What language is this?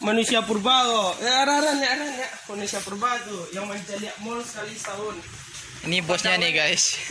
Minangkabau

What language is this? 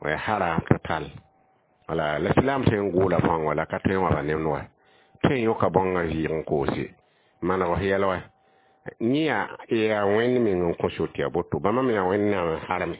Mossi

